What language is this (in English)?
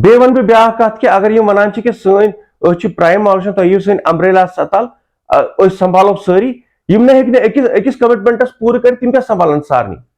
Kashmiri